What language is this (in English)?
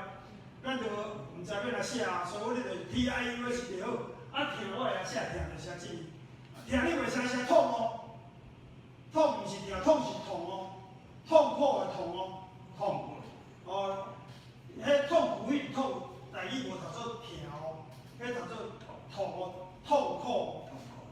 Min Nan Chinese